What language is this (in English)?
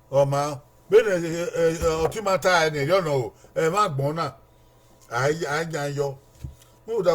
Bini